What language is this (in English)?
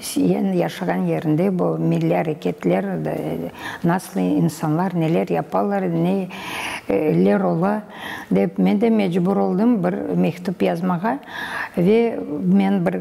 Crimean Tatar